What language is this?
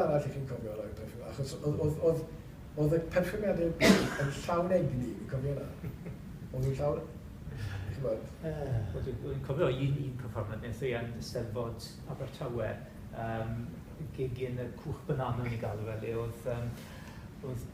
Welsh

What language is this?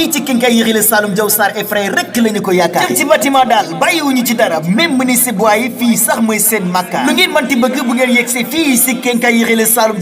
Wolof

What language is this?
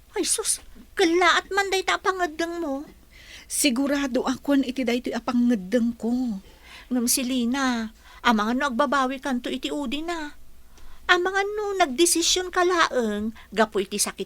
Iloko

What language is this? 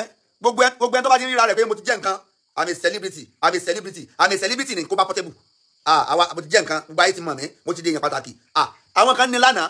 Yoruba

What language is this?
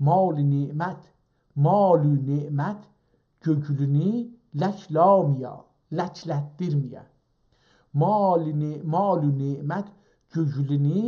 South Azerbaijani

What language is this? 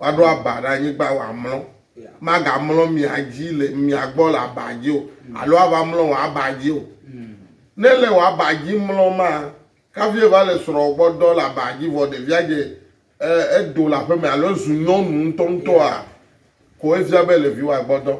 Ewe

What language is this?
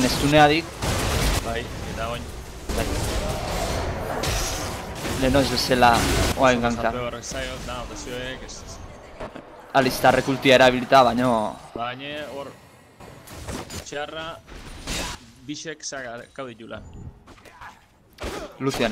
Basque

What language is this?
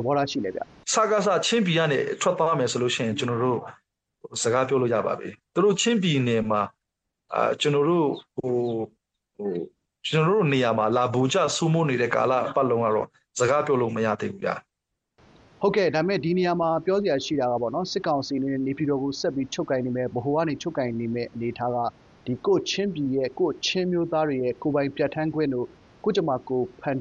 Burmese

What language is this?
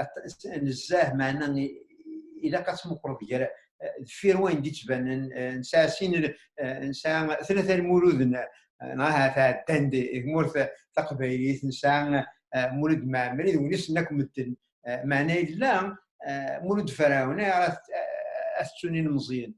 Kabyle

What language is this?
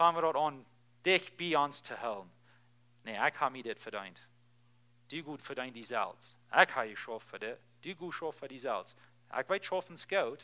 Plautdietsch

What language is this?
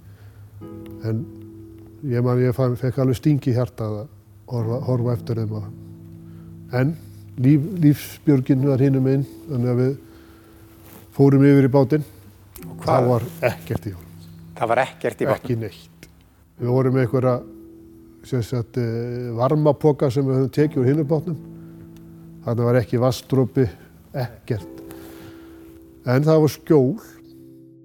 Icelandic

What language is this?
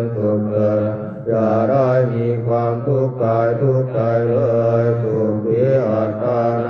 Pali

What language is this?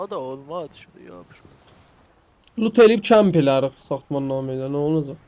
South Azerbaijani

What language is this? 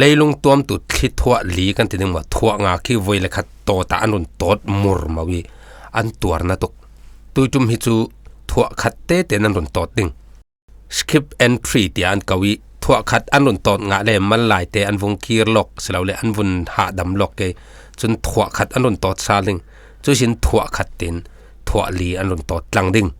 Falam Chin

